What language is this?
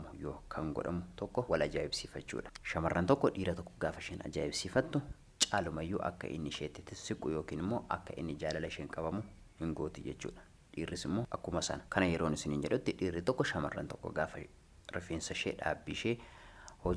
Oromo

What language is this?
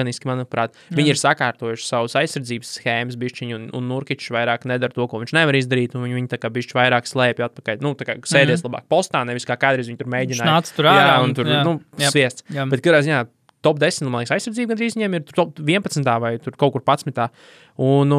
Latvian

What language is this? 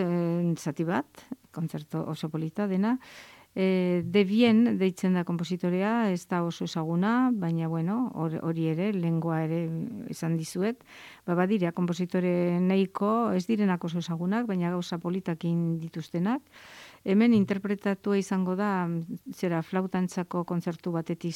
Basque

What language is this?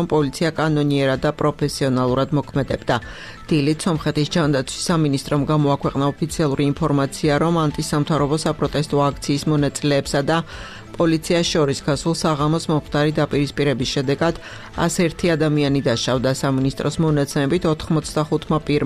Georgian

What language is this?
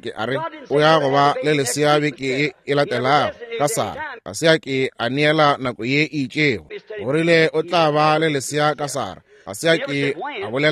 Northern Sotho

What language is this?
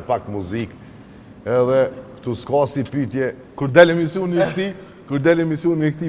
Albanian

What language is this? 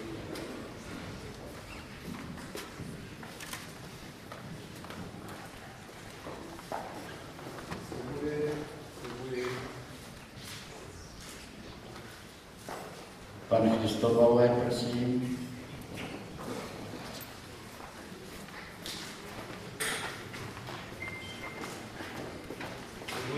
Czech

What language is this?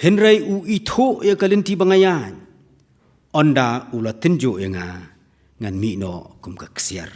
Khasi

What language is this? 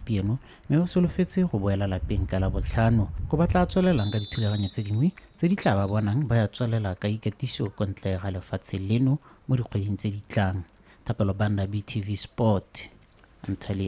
Tswana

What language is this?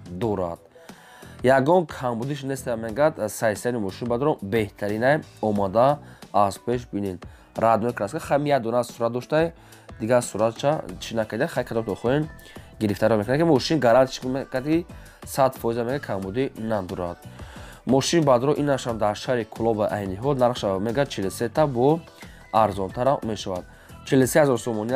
Tajik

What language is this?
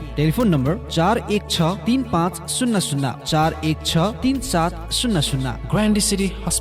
Newari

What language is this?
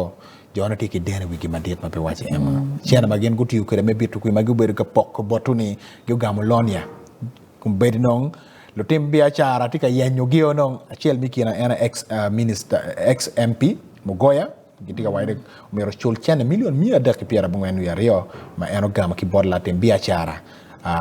Acoli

